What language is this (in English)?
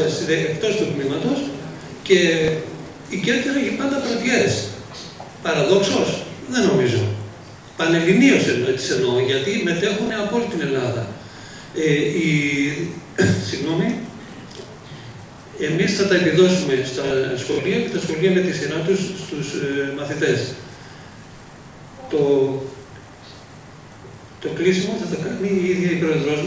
Greek